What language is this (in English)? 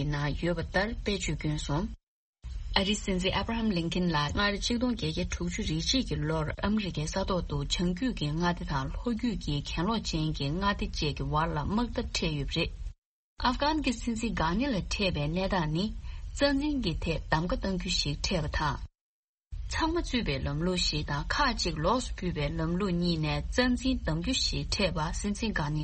Tibetan